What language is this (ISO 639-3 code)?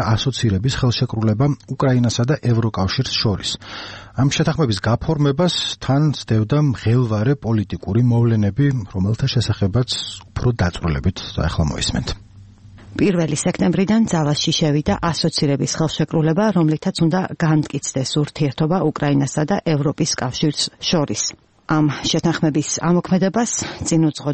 kat